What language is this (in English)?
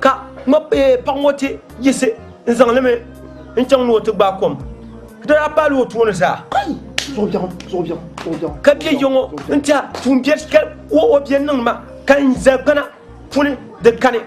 Dagbani